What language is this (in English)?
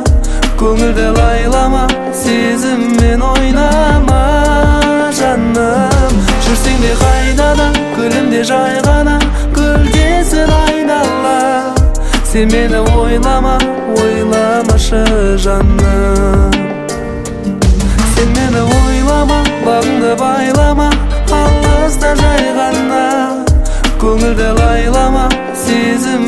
Kazakh